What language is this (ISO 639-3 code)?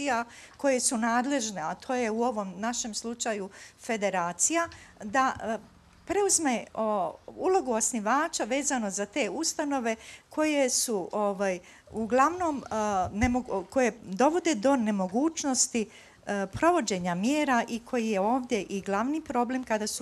bos